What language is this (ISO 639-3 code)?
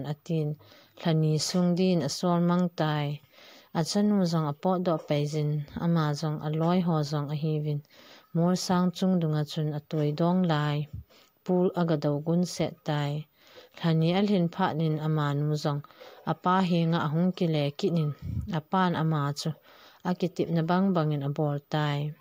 tcz